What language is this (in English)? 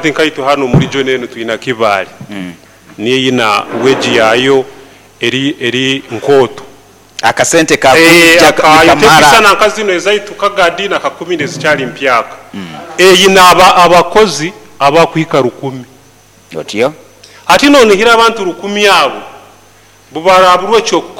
Nyoro